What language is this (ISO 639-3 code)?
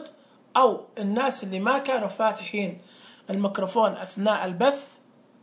ars